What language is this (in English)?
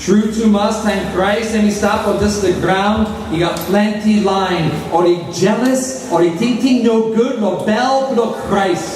Tok Pisin